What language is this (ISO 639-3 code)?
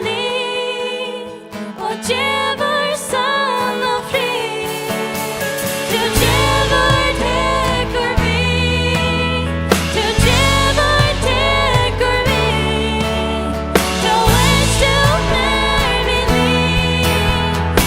fao